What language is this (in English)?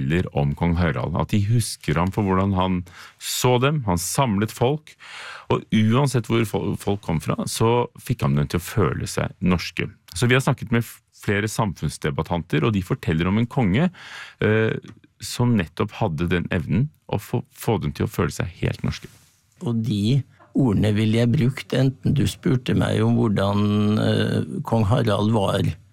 Norwegian